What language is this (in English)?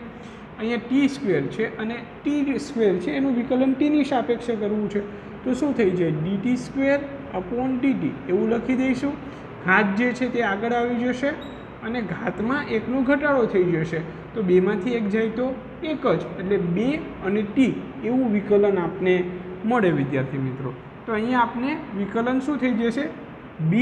Gujarati